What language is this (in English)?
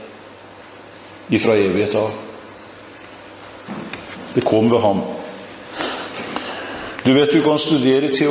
Norwegian